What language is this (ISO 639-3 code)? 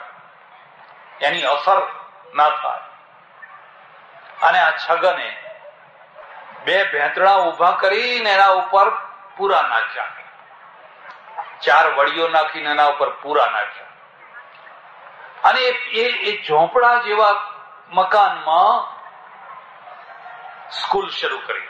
guj